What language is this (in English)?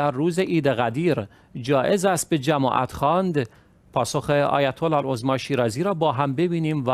Persian